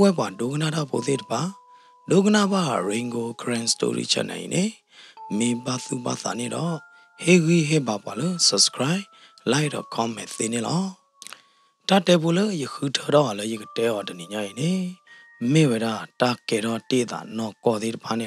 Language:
S'gaw Karen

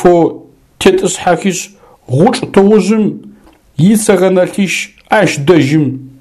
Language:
Adyghe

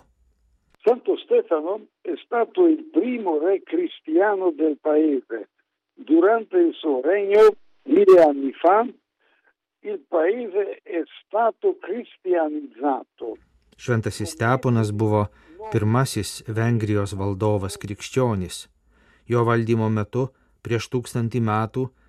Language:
Lithuanian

